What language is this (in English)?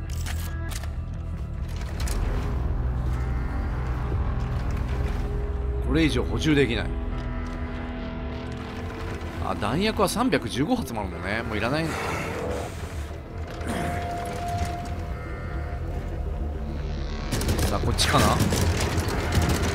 Japanese